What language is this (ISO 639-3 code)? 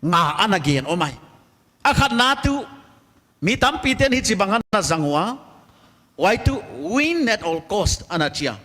pck